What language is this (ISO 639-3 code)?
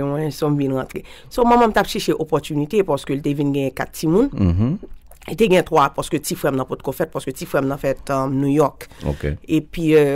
hat